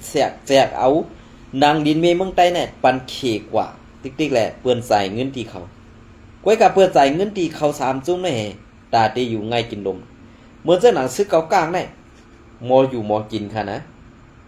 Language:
Shan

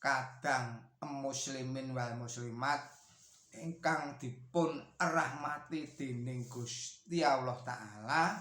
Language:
Javanese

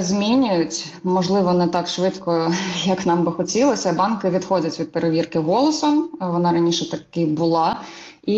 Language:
Ukrainian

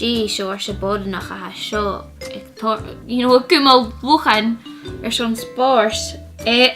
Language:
Scottish Gaelic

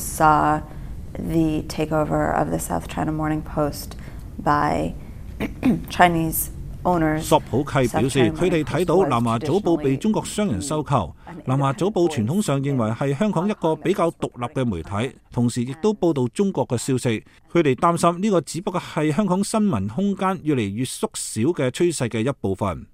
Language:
Cantonese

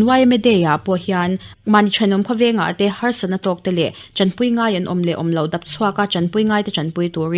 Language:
Mizo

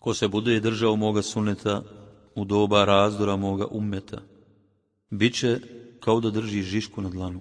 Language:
Bosnian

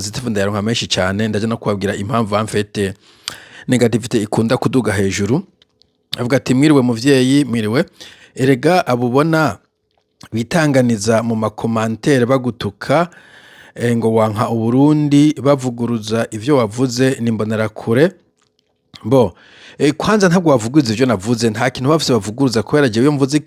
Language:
Rundi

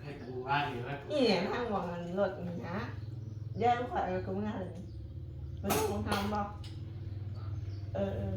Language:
Northeastern Thai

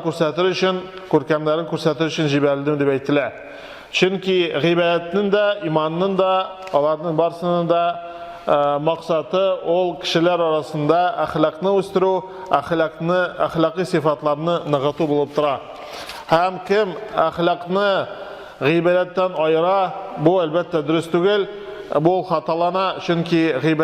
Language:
Tatar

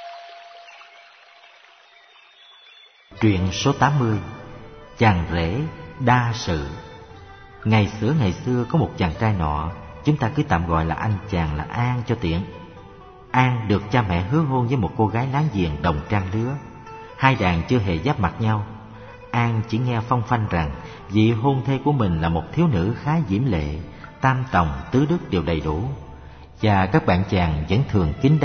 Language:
Vietnamese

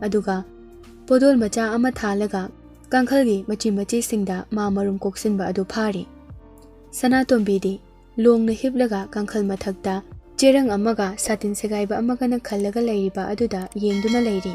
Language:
Manipuri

